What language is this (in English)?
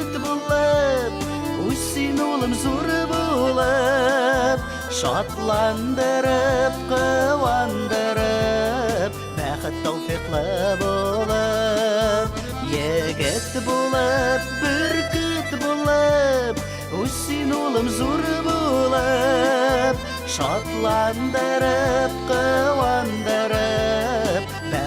Tatar